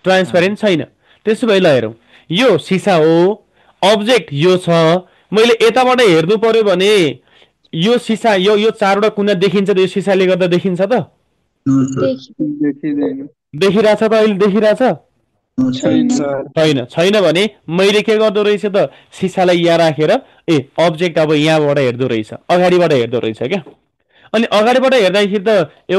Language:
Nepali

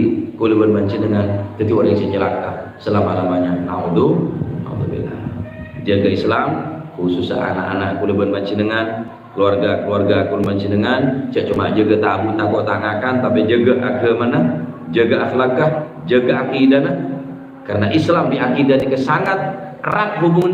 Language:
Madurese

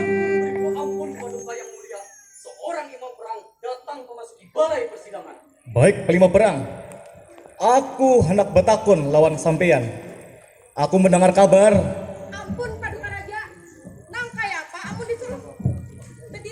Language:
Banjar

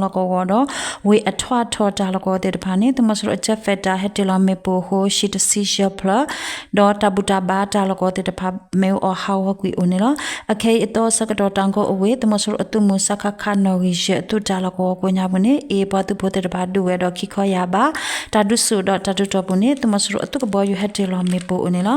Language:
S'gaw Karen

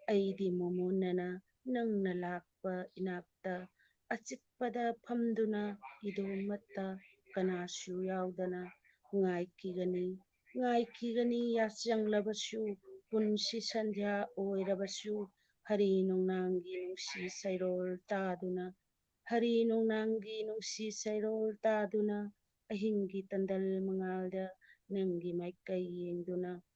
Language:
Manipuri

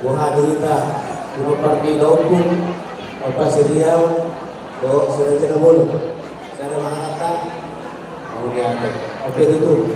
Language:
Batak Toba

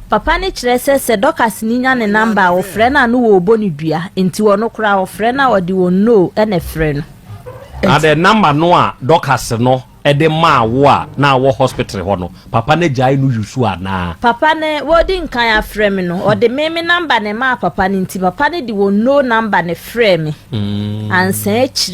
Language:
Akan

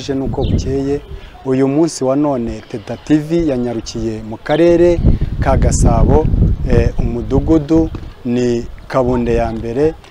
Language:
Kinyarwanda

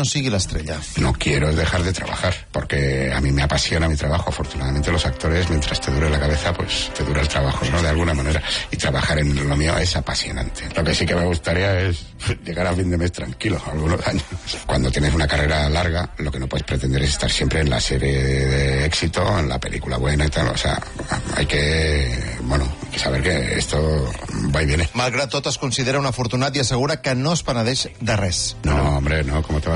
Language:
Catalan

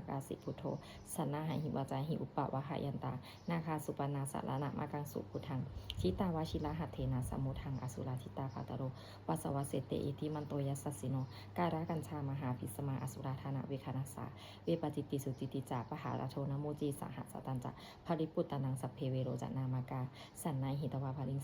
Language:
Pali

